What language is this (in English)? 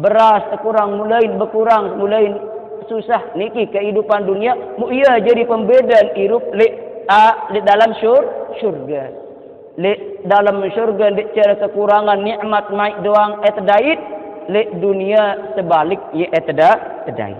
Sasak